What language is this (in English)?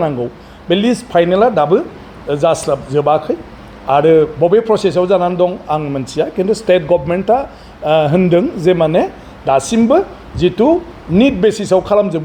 Bodo